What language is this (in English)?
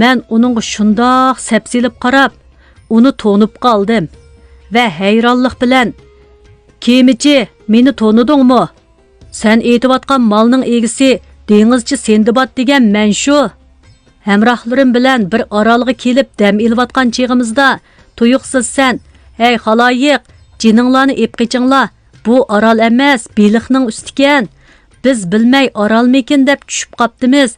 Uyghur